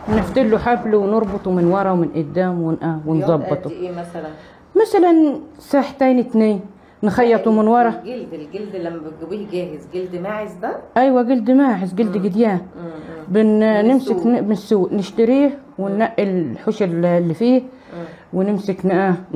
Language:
Egyptian Arabic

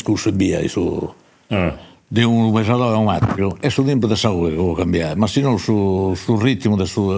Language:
Sardinian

